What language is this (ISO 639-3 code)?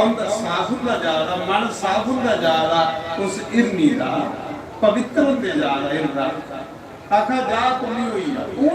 doi